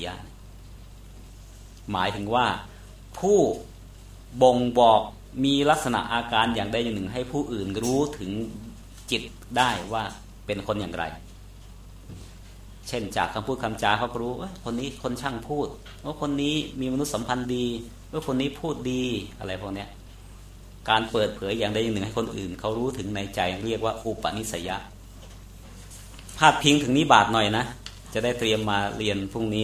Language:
Thai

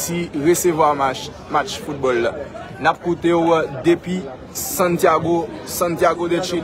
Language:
Haitian Creole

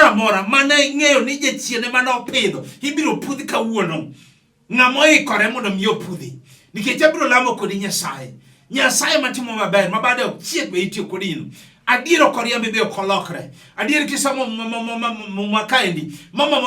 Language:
Luo (Kenya and Tanzania)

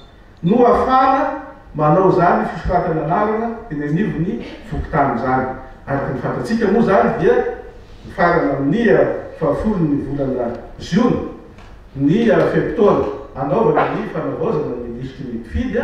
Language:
Malagasy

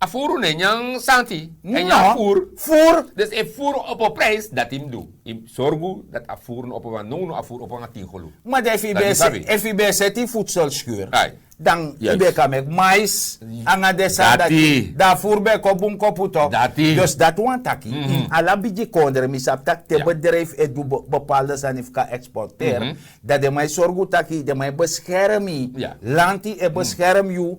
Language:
Sranan Tongo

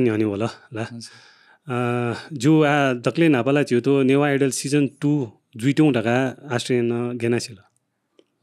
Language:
Newari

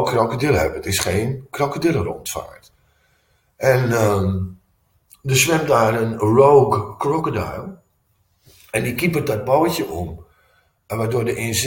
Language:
Dutch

